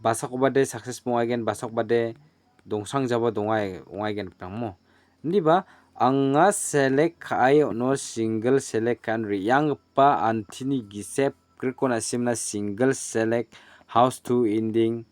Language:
Garo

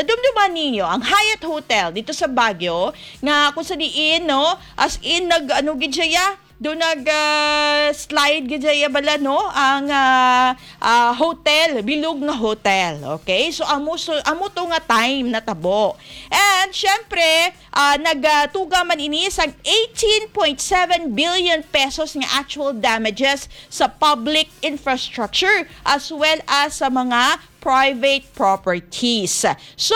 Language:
Hiligaynon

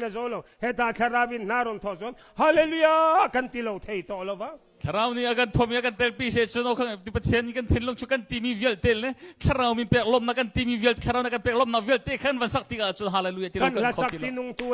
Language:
Hakha Chin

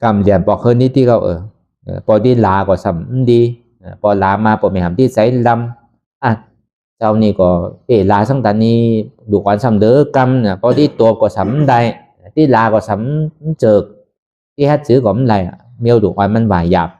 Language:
Shan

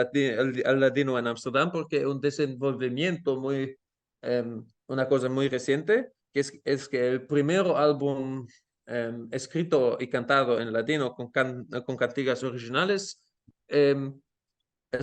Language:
Ladino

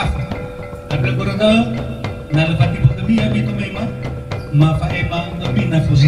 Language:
Nias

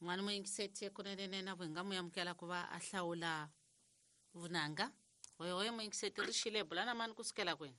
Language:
Tsonga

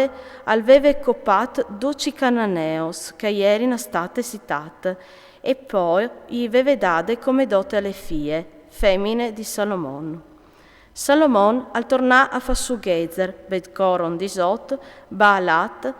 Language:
Friulian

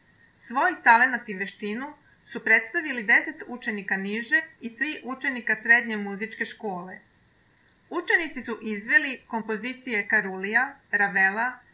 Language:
Serbian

